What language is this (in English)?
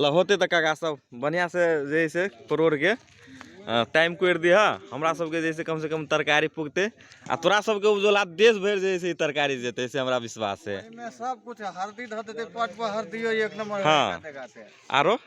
Magahi